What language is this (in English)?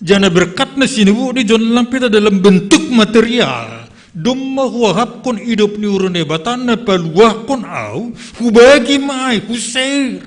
Batak Simalungun